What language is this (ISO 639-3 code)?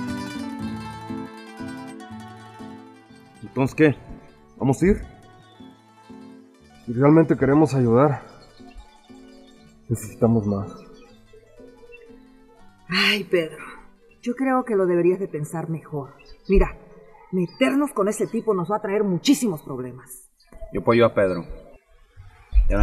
spa